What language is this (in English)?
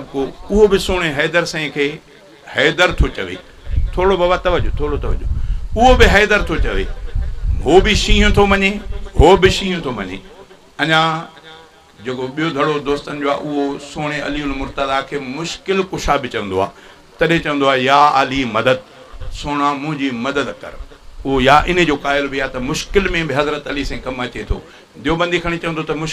Sindhi